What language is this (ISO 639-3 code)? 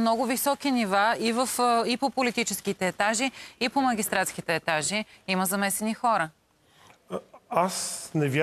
bul